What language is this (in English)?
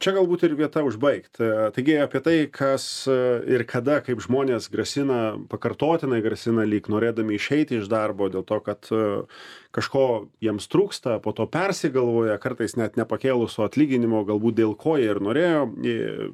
Lithuanian